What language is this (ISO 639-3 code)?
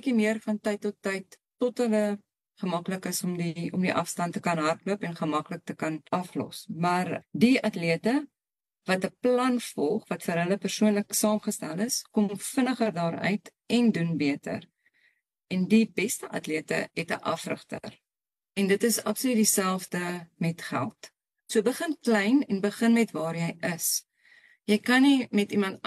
afr